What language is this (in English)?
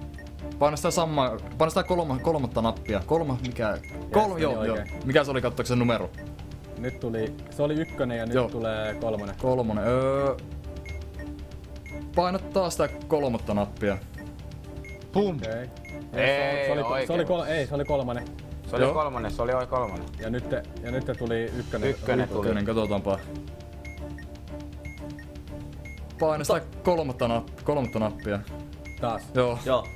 Finnish